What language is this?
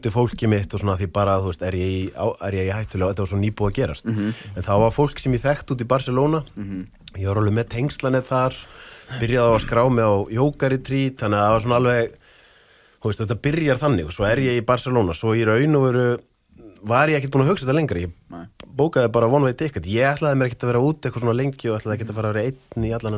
Icelandic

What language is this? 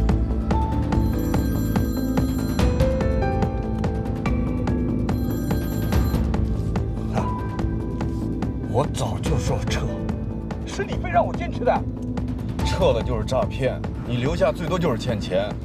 Chinese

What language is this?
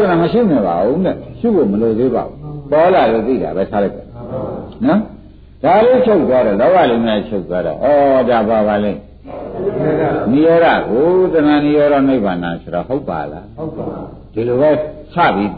Burmese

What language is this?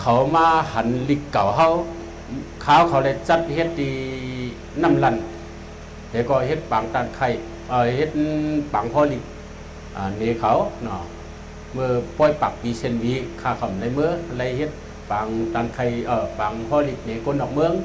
Shan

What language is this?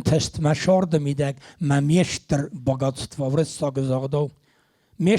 Ossetic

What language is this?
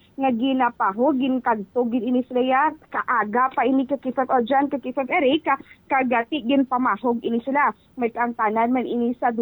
Hiligaynon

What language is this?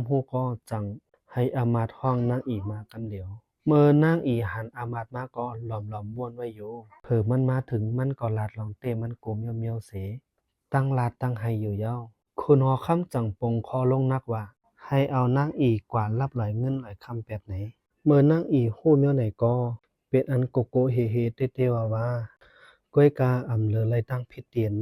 Shan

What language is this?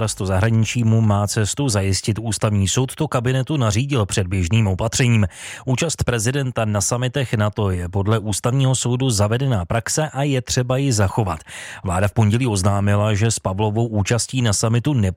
Czech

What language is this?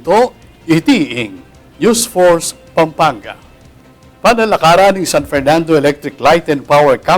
Pampanga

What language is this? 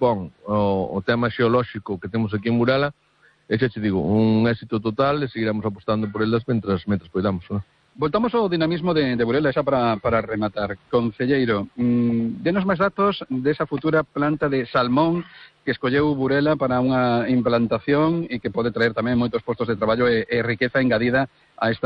Galician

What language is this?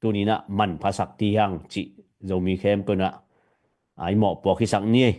Tedim Chin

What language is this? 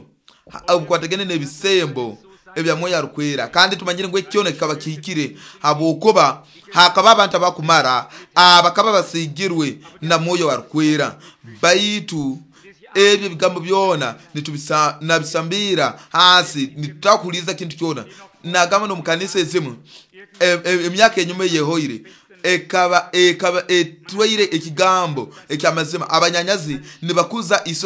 Nyoro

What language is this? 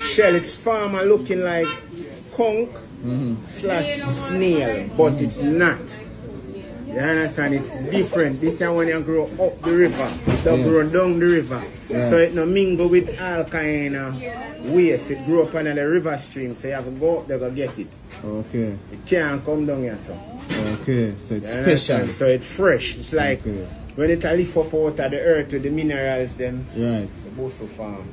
Jamaican Creole English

